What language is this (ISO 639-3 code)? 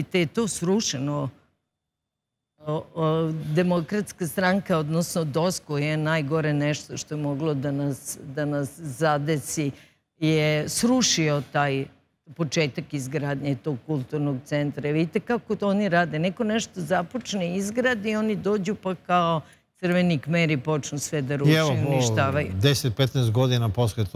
srp